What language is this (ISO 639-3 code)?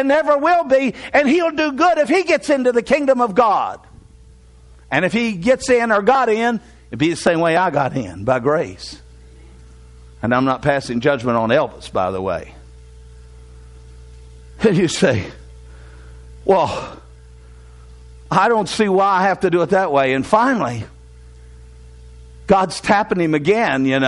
eng